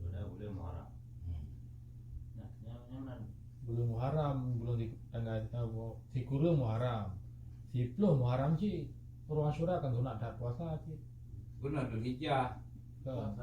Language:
Achinese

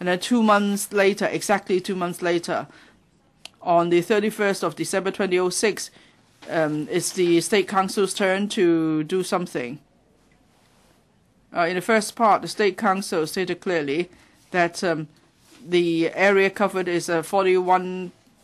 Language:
English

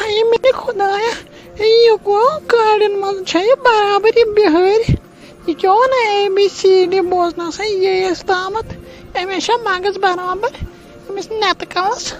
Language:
Kashmiri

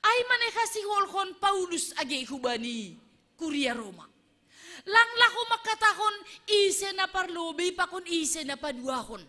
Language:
Batak Simalungun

